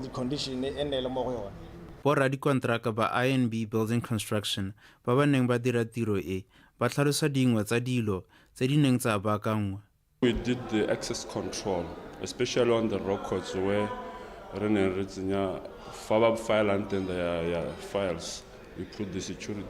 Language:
Tswana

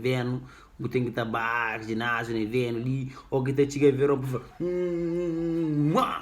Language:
Kabuverdianu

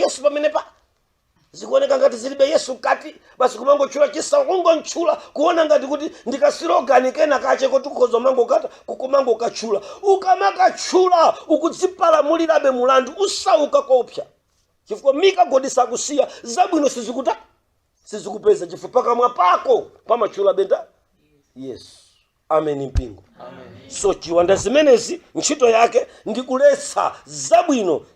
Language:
Nyanja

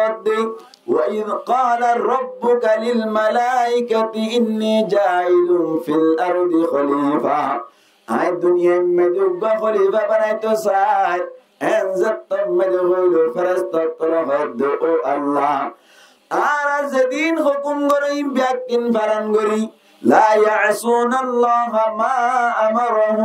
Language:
Rohingya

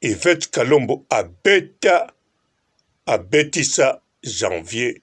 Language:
Lingala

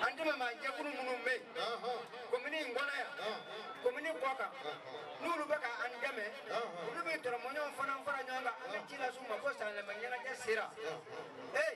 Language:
Bambara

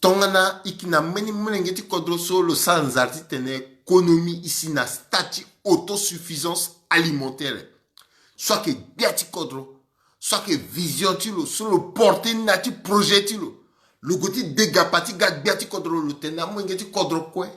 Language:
Sango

